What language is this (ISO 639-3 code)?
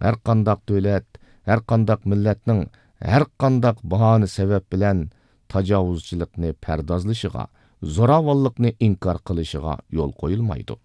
uig